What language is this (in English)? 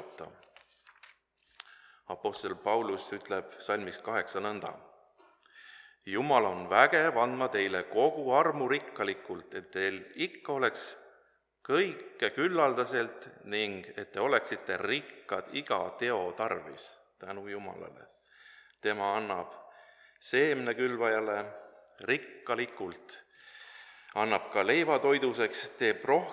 Estonian